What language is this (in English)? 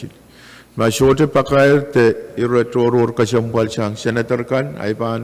Pohnpeian